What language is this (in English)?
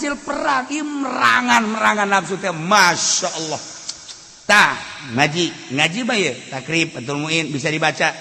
Sundanese